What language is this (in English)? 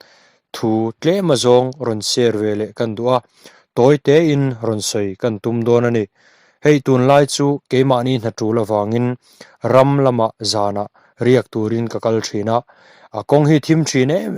Mizo